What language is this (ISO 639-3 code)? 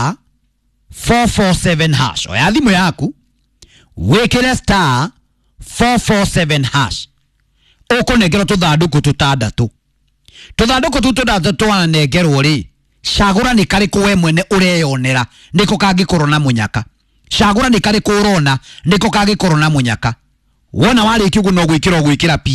kik